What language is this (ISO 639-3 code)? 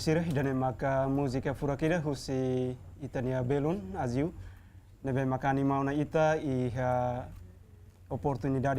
tet